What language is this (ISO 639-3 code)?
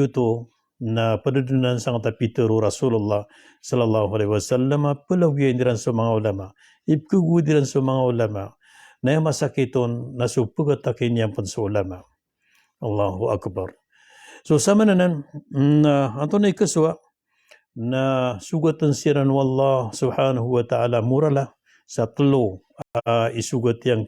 mrw